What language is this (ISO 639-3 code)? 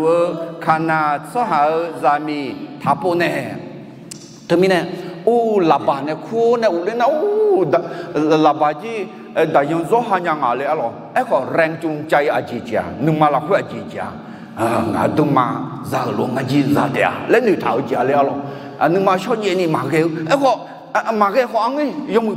ahk